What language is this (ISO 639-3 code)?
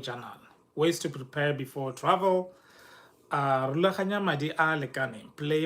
tsn